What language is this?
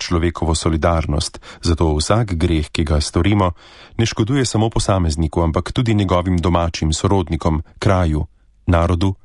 Slovenian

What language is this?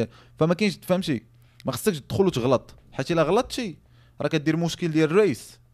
Moroccan Arabic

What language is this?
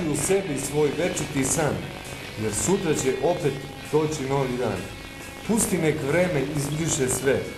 Serbian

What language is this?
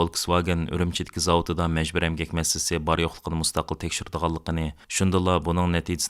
Uyghur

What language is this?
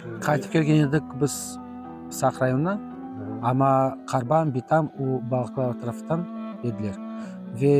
Crimean Tatar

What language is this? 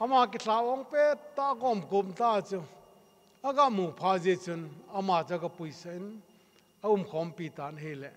Thado Chin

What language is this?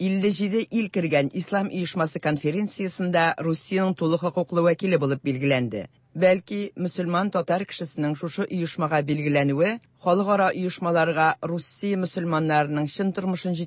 Tatar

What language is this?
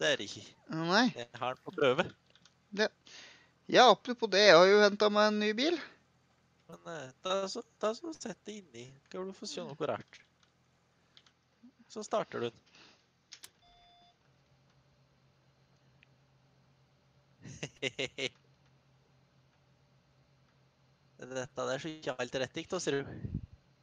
Norwegian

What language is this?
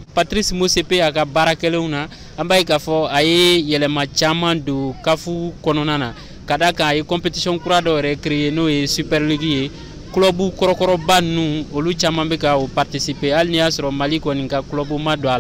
Bambara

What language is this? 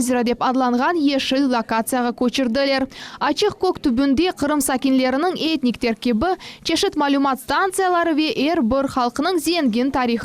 Crimean Tatar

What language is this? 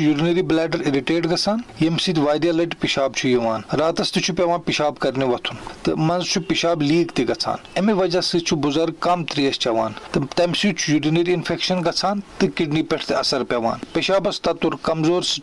Kashmiri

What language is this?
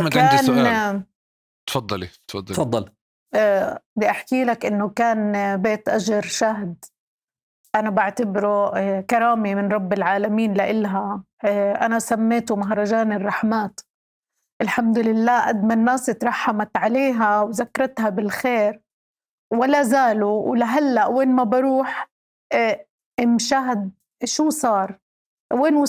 North Levantine Arabic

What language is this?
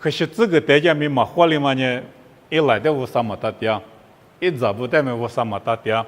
Lisu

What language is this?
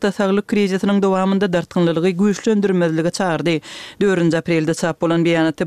Turkmen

